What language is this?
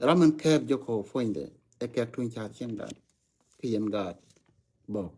Nuer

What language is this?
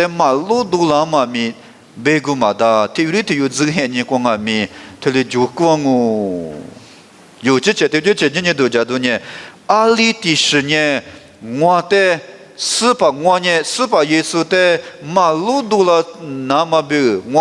Lisu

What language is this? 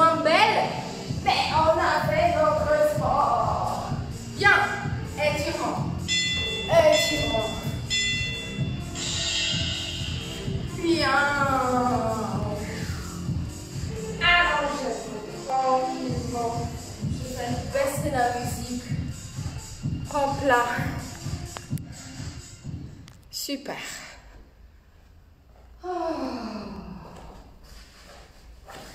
French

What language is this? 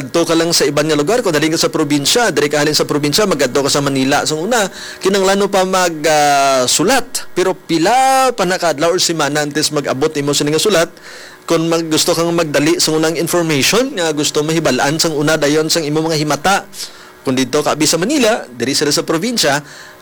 Hiligaynon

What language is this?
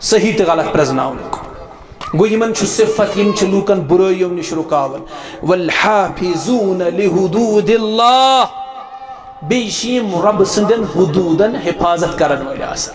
Kashmiri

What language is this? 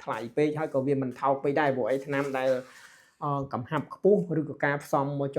Khmer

